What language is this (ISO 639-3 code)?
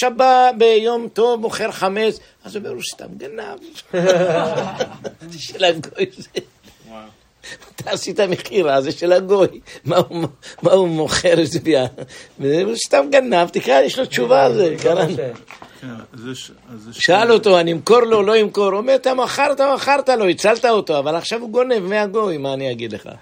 heb